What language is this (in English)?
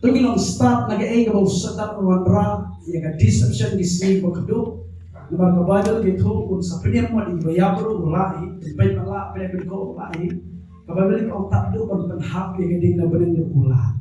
Khasi